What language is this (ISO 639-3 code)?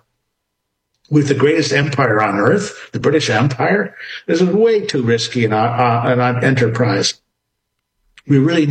eng